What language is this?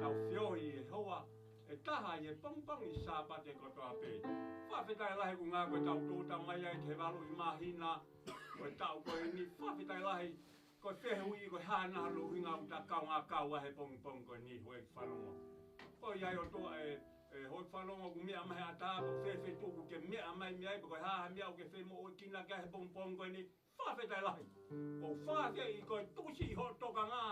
Tongan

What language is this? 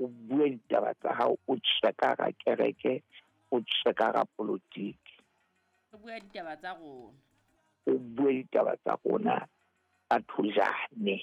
Southern Sotho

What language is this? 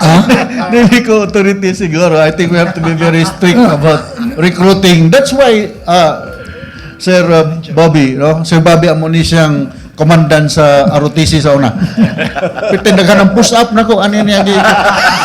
Cebuano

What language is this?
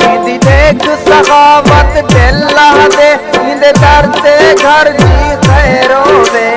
Saraiki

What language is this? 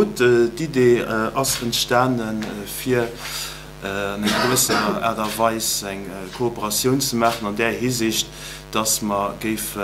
Luxembourgish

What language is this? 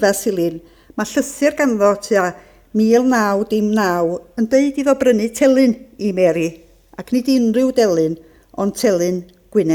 Welsh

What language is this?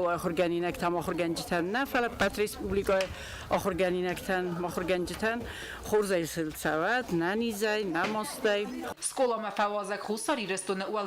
Ossetic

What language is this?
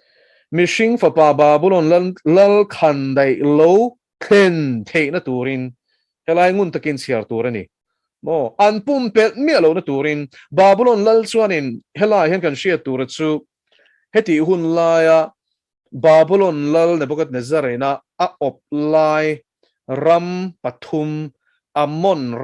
Mizo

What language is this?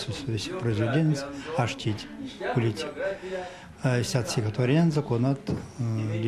Erzya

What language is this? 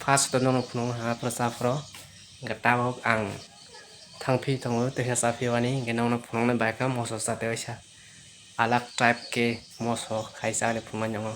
Kok Borok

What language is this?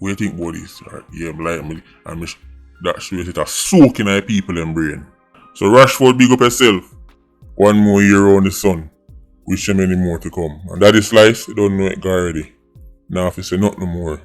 Jamaican Creole English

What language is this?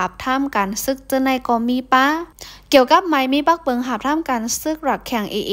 Shan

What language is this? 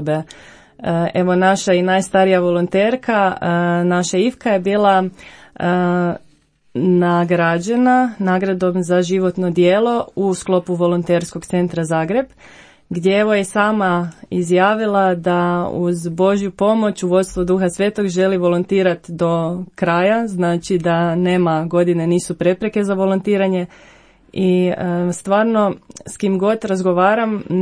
Croatian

